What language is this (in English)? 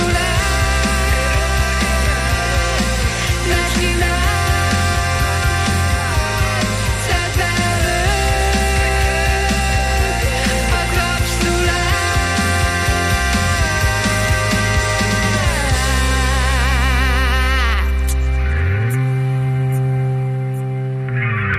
Hungarian